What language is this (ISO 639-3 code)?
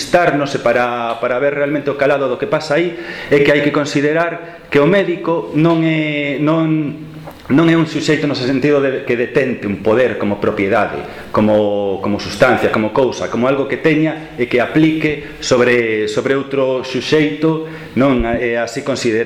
glg